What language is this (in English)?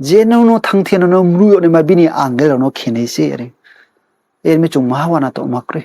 Riang (India)